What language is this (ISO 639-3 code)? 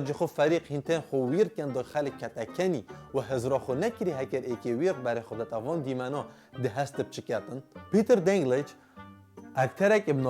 kur